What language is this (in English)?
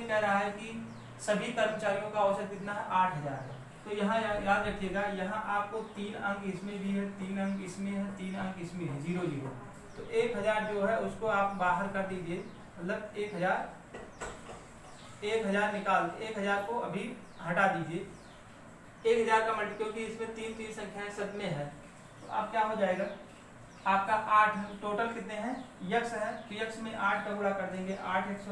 Hindi